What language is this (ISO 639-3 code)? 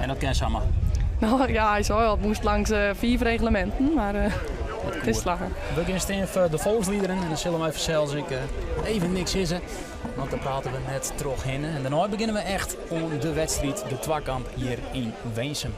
fry